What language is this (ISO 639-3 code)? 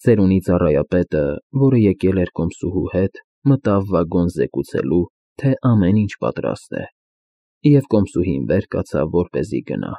hye